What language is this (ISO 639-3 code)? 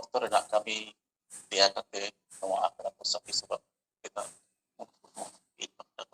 sat